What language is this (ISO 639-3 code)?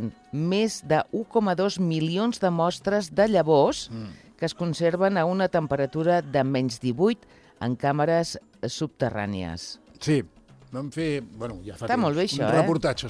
cat